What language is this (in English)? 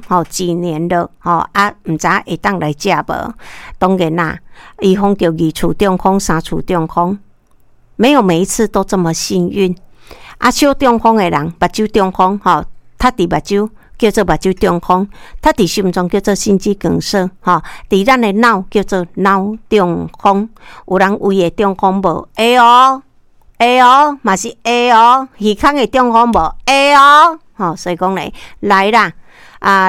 Min Nan Chinese